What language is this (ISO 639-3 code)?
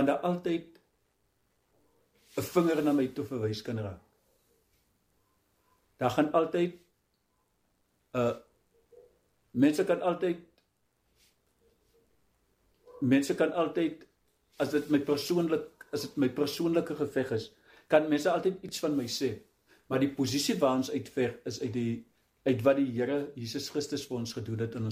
afr